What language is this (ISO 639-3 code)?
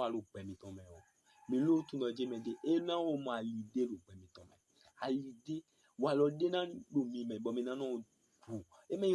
fon